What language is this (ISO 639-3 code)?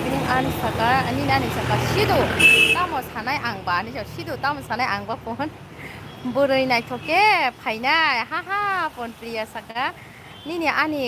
trp